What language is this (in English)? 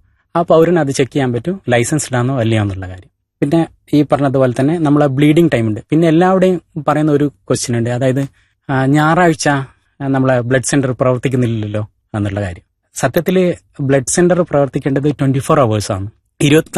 Malayalam